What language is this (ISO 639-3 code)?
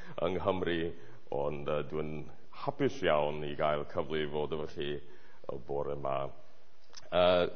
cym